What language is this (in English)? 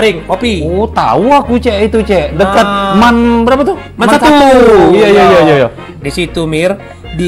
Musi